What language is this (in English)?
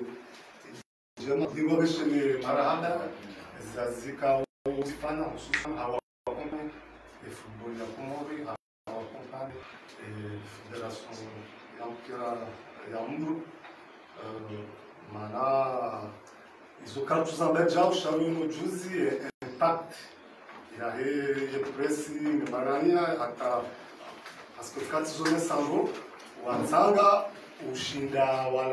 Ngazidja Comorian